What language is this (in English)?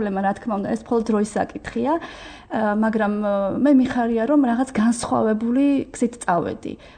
Georgian